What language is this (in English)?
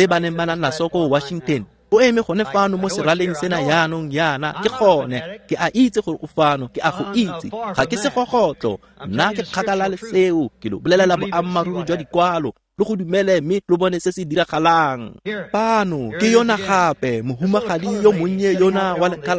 Tswana